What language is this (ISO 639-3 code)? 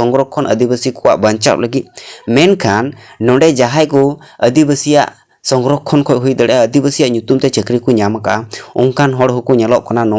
sat